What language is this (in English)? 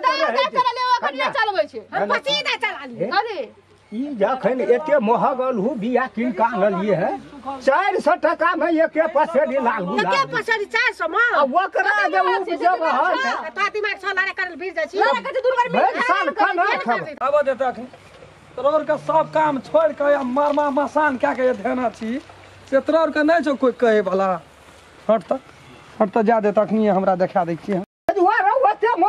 Maithili